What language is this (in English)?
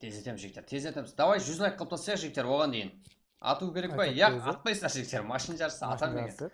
Kara-Kalpak